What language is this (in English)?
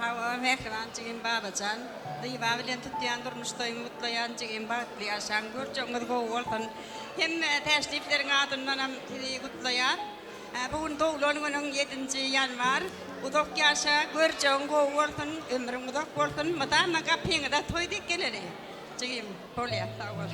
Turkmen